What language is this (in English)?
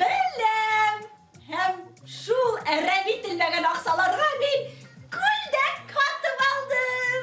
Bashkir